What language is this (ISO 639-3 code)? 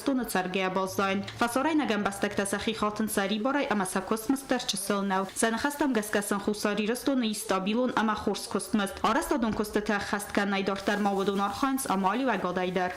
oss